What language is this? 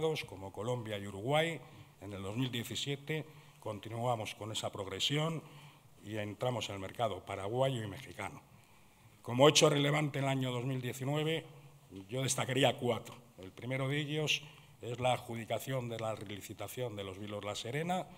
Spanish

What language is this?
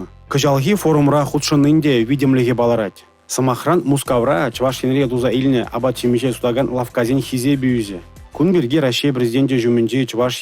Chuvash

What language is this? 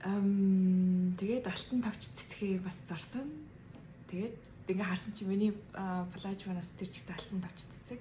Mongolian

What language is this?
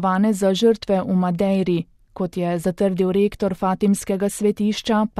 Slovenian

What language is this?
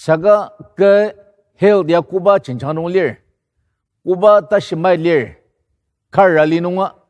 Ao Naga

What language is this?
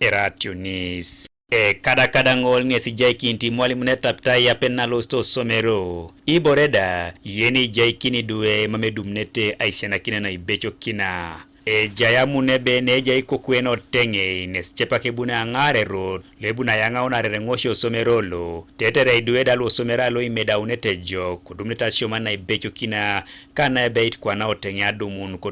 Teso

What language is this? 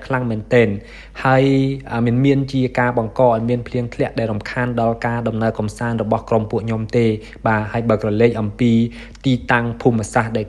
Khmer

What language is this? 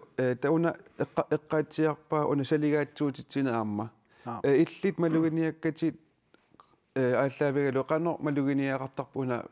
Kalaallisut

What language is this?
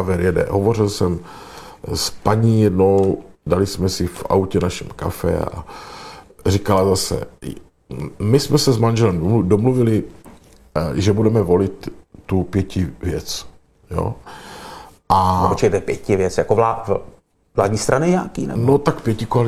Czech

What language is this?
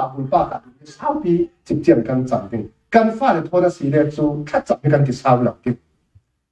Falam Chin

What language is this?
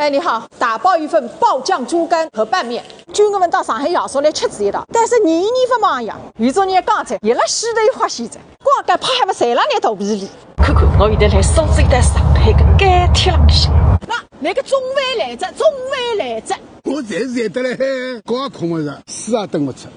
Wu Chinese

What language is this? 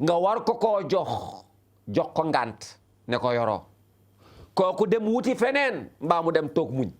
Wolof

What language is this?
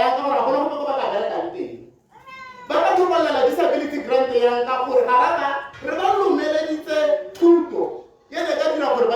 Tswana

